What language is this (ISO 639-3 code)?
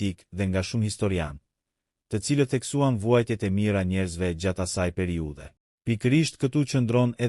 sqi